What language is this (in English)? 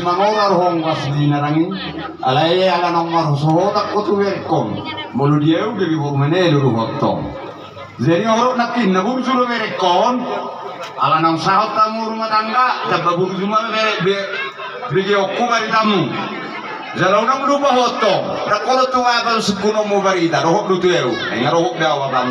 Batak Toba